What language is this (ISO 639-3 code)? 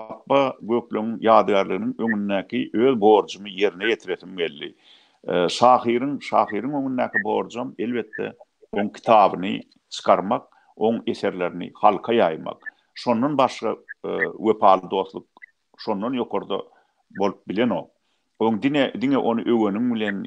tuk